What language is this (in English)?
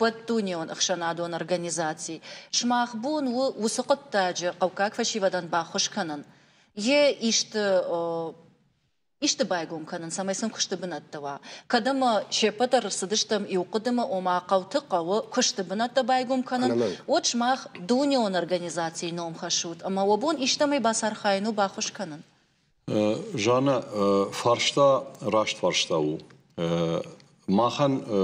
Ossetic